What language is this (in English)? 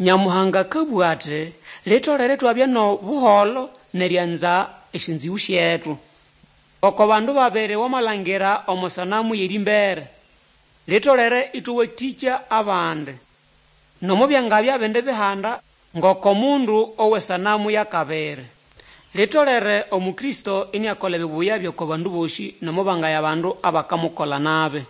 Nande